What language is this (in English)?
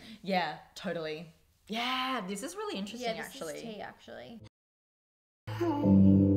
English